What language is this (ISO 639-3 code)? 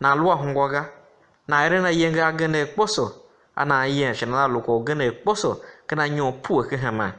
tiv